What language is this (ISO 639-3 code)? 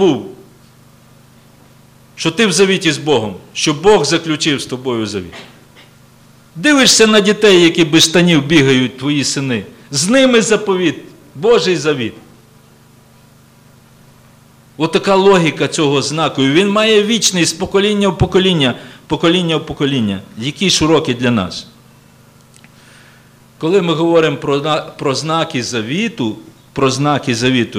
ukr